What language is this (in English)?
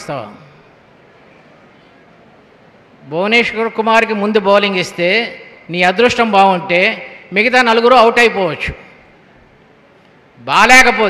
Telugu